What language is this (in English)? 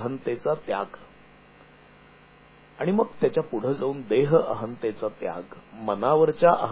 Marathi